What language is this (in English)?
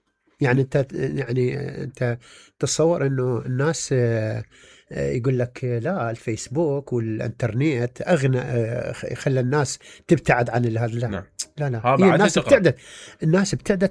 Mesopotamian Arabic